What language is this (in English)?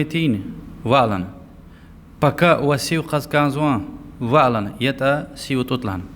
Lezghian